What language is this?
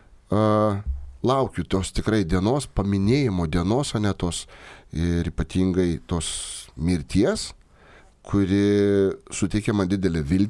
Lithuanian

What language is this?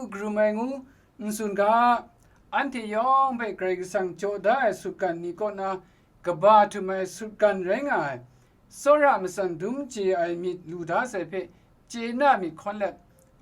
Kachin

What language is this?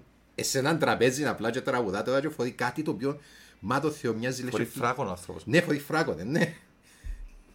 Greek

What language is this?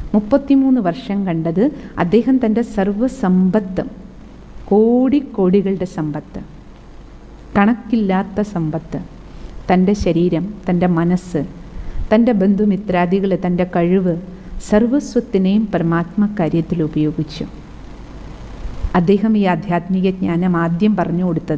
Malayalam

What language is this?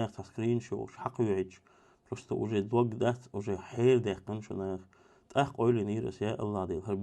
Chechen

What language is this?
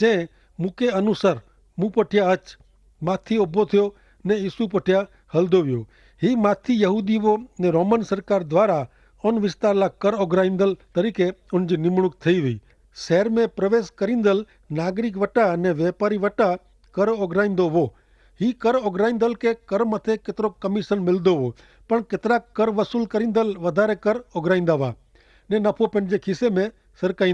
Kachhi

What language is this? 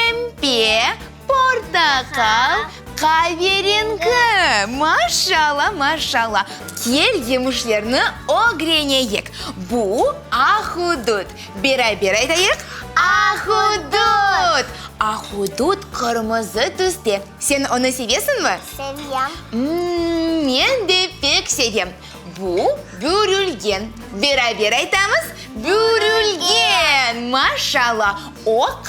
Crimean Tatar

